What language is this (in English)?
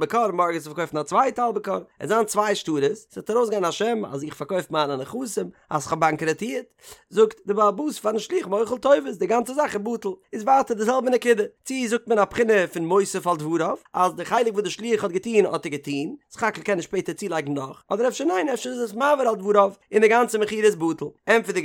Yiddish